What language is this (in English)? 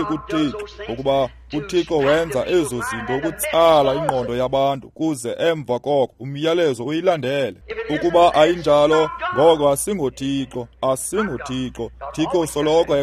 Xhosa